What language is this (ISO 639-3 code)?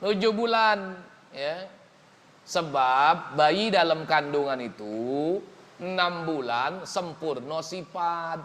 mui